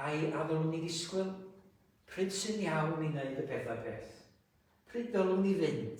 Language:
Welsh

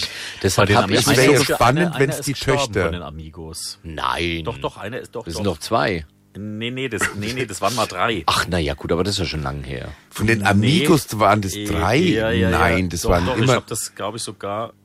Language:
German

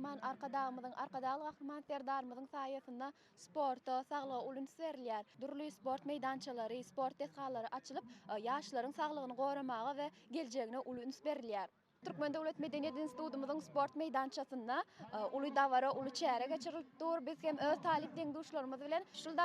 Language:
Turkmen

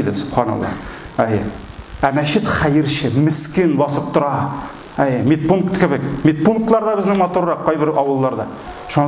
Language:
Tatar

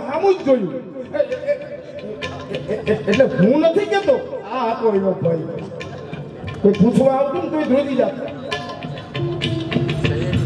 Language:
Gujarati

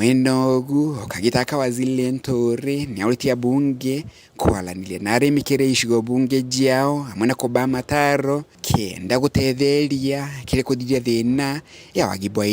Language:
Meru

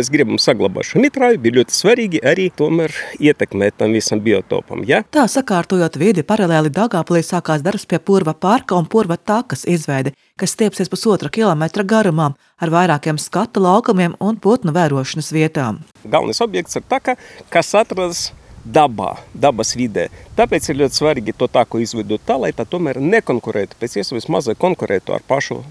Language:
Latvian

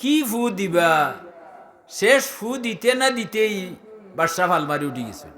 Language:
Sylheti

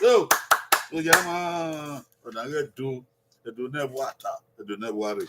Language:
Bini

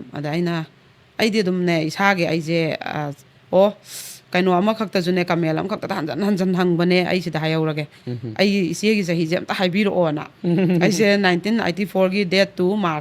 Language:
Manipuri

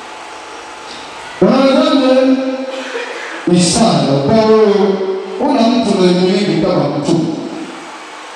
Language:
Swahili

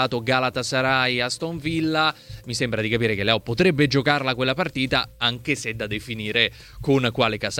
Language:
Italian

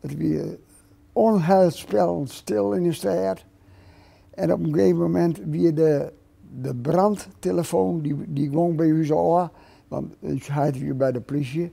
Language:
Western Frisian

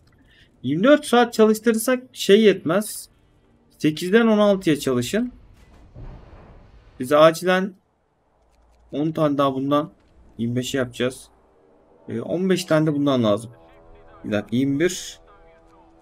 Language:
Turkish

